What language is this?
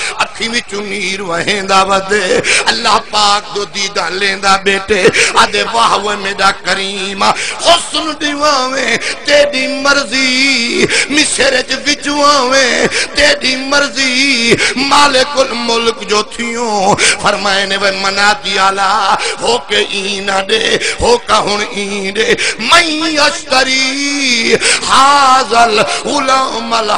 Saraiki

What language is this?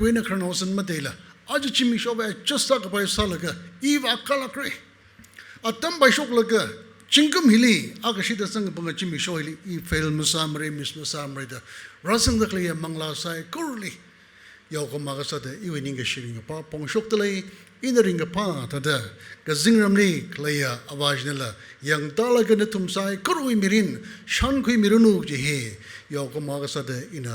Tangkhul Naga (India)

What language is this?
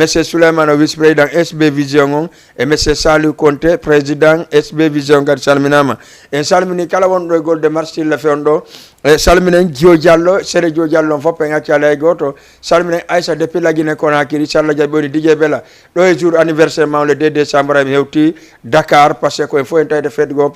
Fula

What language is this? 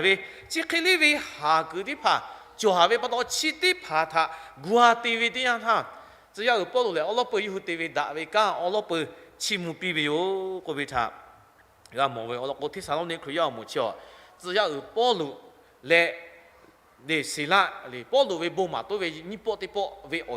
Lahu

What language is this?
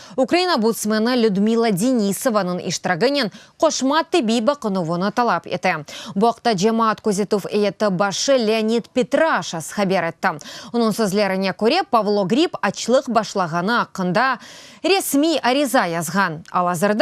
Crimean Tatar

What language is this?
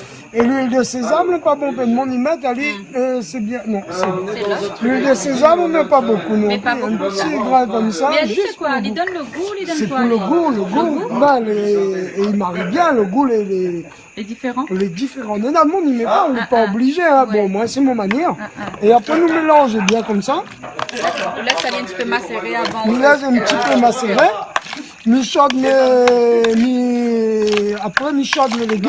Réunion Creole French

